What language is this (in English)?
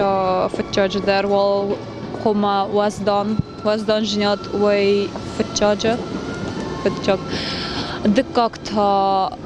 Ossetic